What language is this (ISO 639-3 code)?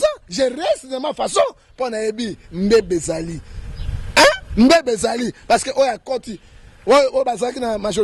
lin